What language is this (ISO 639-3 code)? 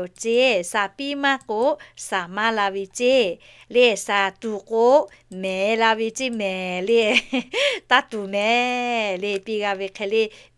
lhu